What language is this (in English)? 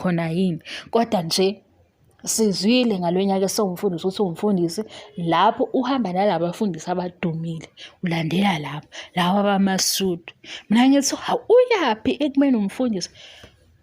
Zulu